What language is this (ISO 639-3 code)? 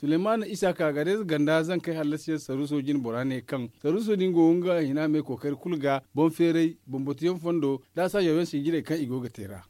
dje